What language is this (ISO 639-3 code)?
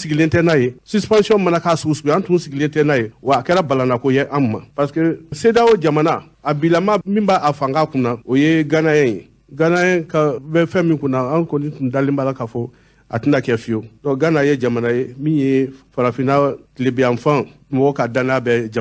bam